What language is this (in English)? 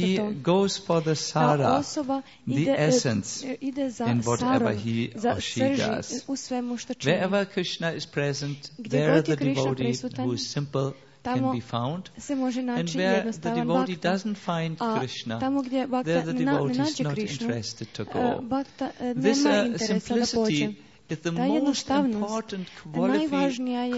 Croatian